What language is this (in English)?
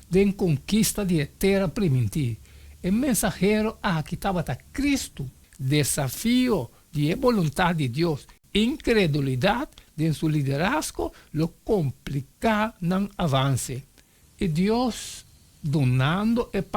Papiamento